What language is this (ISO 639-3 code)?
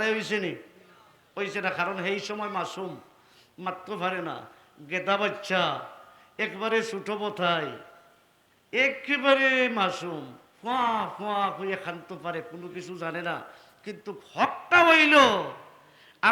syl